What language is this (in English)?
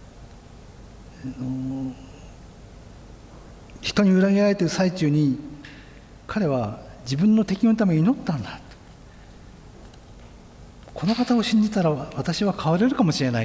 Japanese